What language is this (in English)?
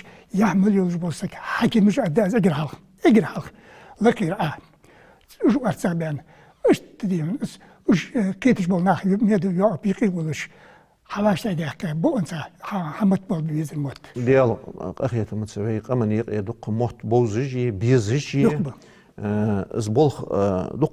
Ingush